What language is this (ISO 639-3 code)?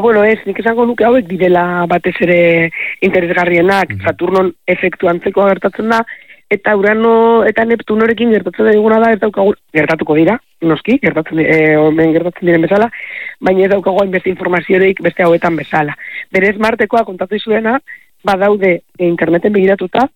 eus